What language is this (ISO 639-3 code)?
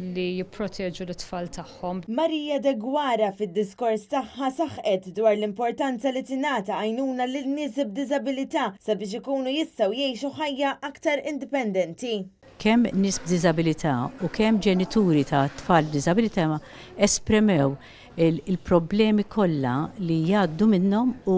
mlt